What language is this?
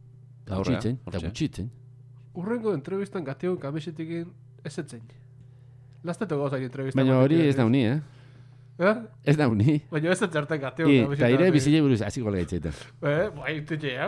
Basque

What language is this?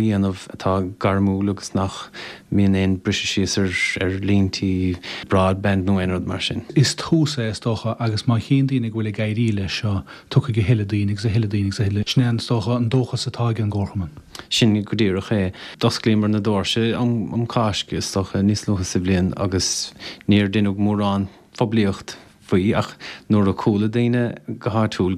Irish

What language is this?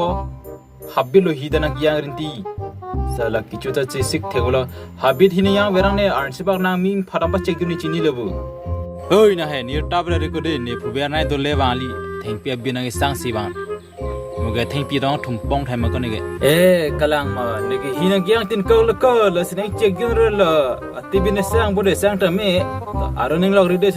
Karbi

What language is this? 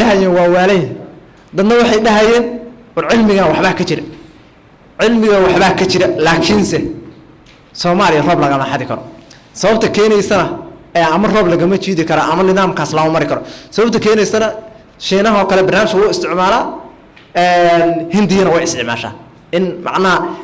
Somali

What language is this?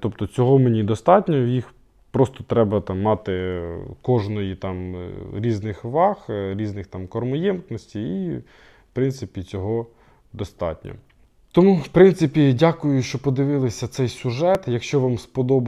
Ukrainian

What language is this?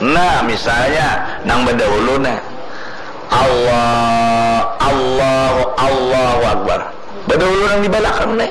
Banjar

